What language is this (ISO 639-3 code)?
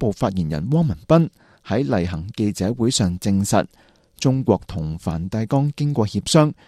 yue